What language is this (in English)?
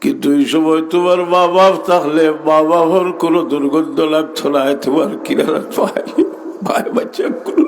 Sylheti